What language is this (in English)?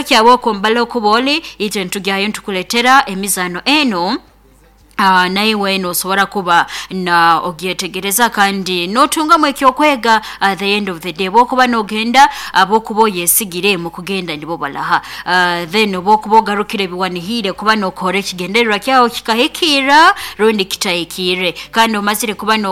Nyoro